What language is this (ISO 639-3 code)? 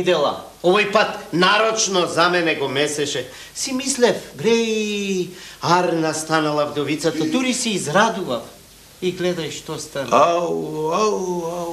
mkd